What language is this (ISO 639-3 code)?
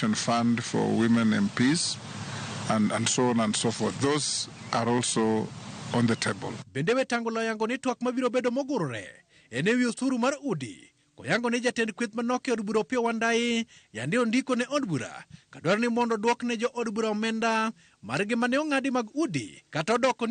luo